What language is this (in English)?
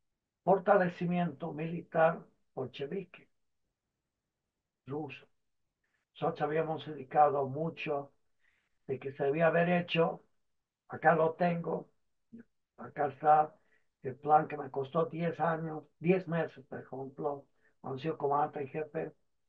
Spanish